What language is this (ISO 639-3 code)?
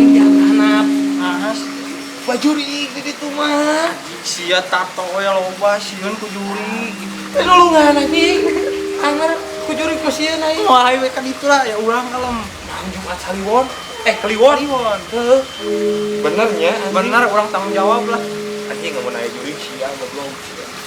sun